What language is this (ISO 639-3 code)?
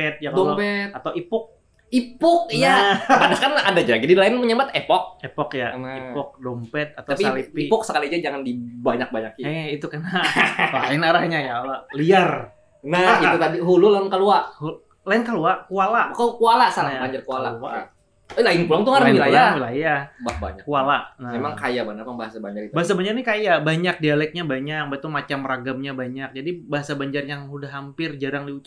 bjn